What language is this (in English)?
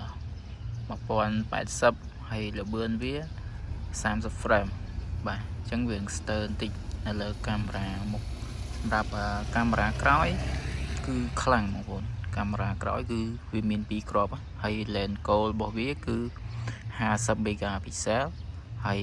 Khmer